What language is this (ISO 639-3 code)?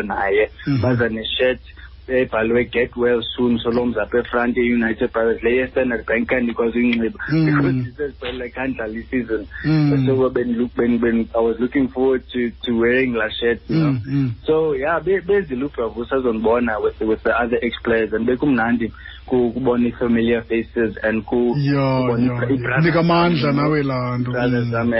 xho